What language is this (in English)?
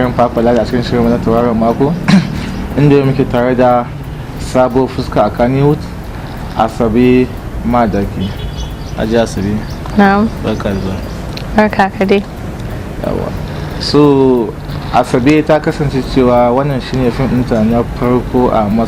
Hausa